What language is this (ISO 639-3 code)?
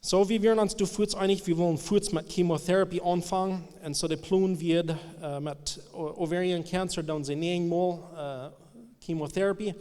pdt